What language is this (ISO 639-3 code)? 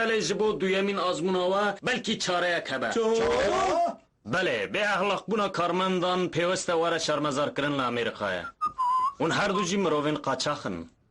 kur